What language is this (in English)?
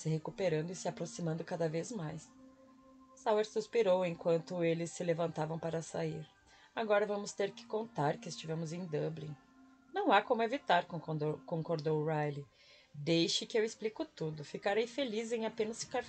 Portuguese